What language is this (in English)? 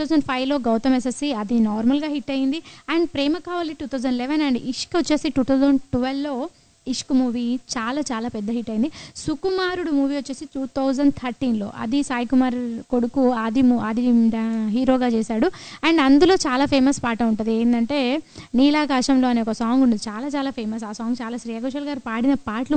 Telugu